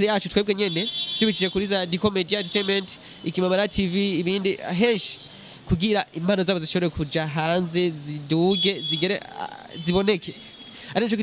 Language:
Rundi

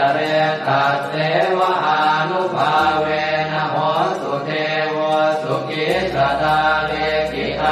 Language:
Pali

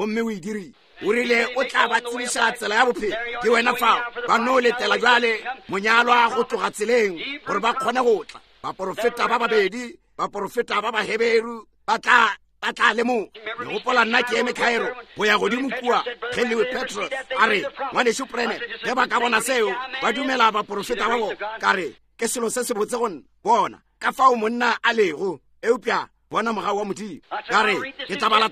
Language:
Northern Sotho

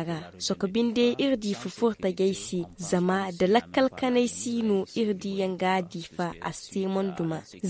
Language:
Zarma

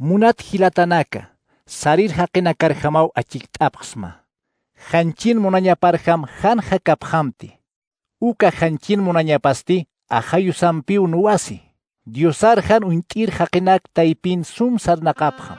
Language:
Aymara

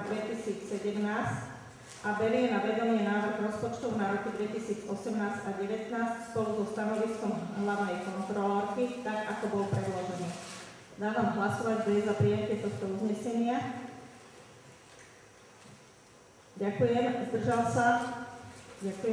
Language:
Slovak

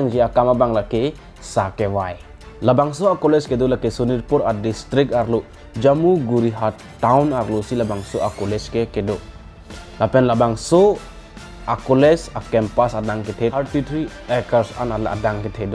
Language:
Karbi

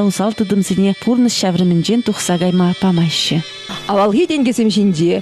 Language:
Chuvash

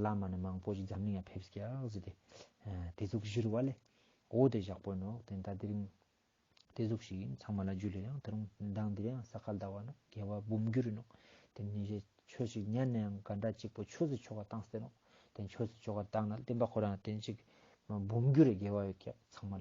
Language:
Ladakhi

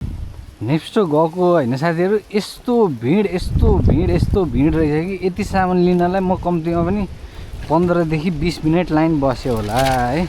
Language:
Nepali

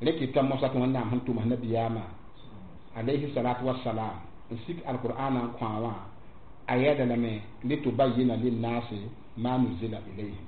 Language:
Mossi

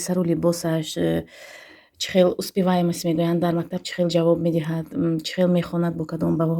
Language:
Tajik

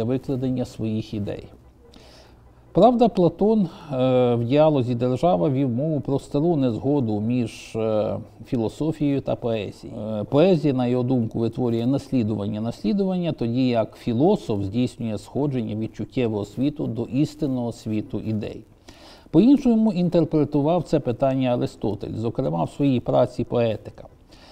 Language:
Ukrainian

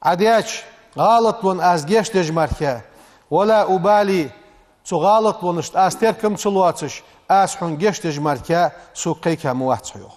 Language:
Ingush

